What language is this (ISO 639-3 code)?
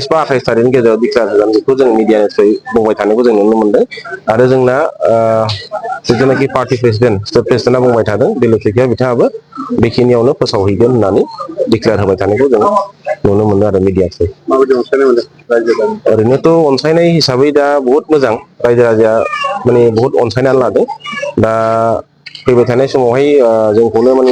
brx